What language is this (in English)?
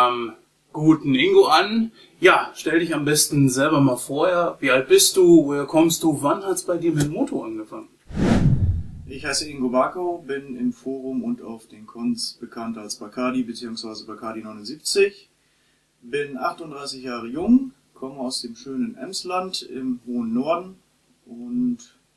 German